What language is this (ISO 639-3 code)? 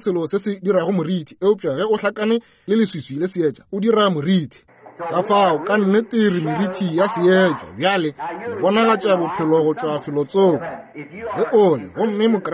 nso